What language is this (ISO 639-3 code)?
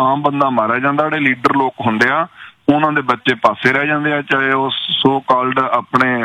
pan